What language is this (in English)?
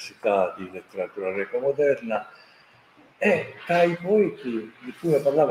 Italian